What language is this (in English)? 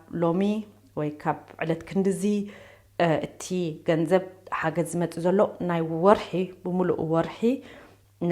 Tigrinya